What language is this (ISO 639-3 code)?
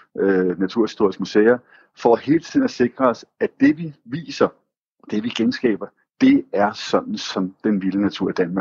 dan